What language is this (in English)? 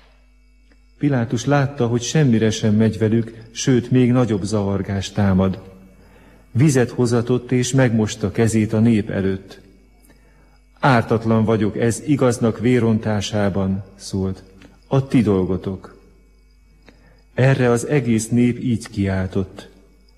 Hungarian